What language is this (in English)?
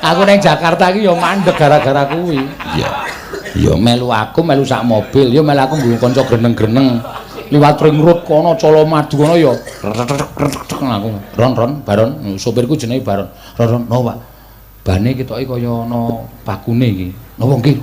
Javanese